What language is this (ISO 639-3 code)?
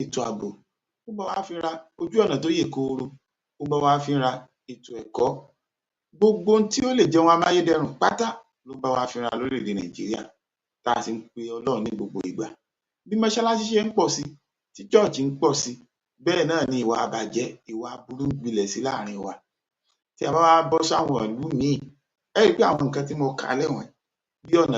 yor